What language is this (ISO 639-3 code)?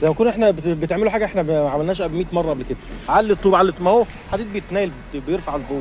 arz